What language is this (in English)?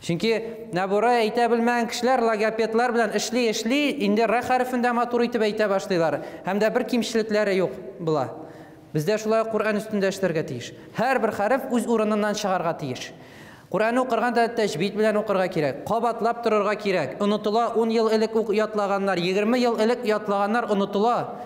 Tatar